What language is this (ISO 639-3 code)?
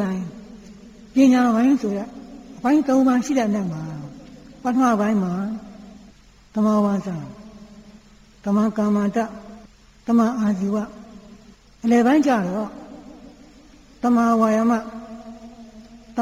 mya